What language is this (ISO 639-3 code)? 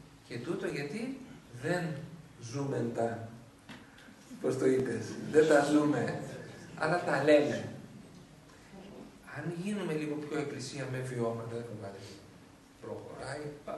ell